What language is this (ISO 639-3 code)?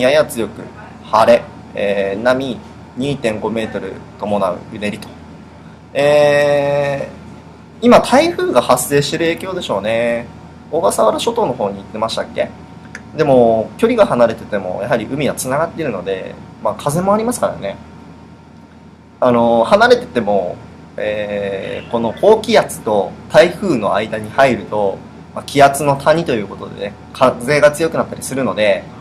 jpn